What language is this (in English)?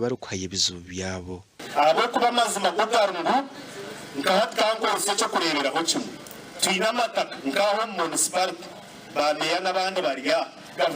Nyankole